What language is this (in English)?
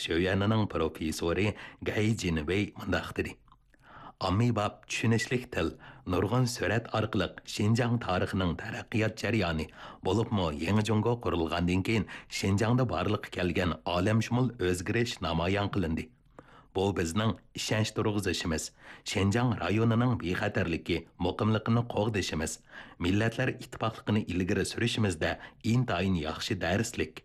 Uyghur